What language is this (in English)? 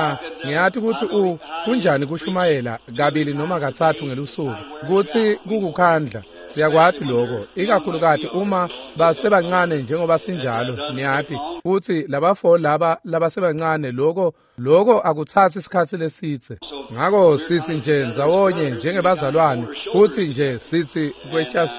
Swati